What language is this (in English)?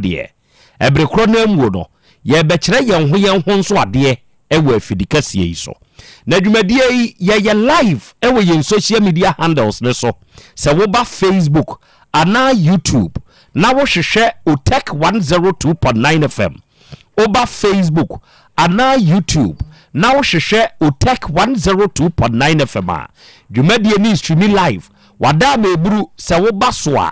Akan